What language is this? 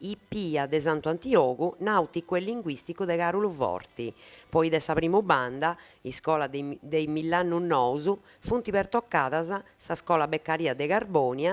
Sardinian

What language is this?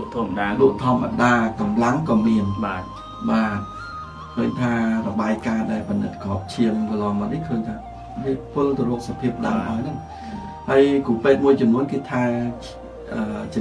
Khmer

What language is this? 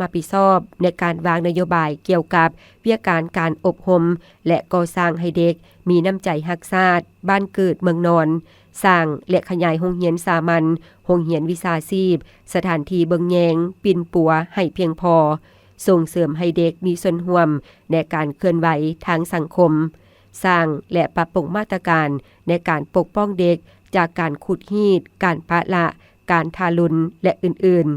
Lao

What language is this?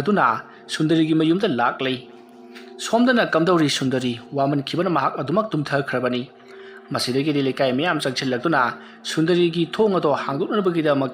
Manipuri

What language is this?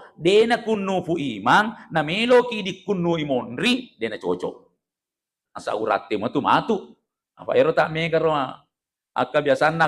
Buginese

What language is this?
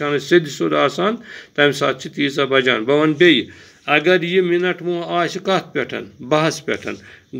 Kashmiri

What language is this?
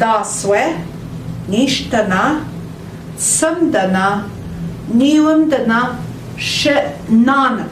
Central Ojibwa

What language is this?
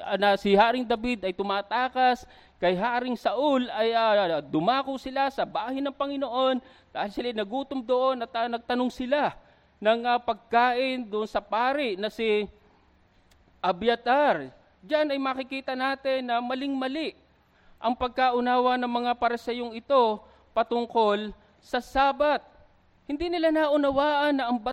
Filipino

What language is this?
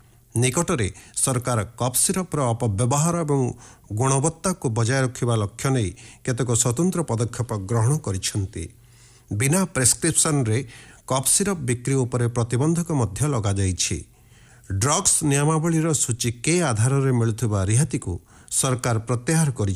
Odia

